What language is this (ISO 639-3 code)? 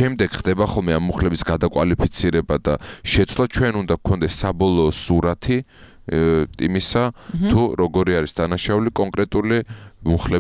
kat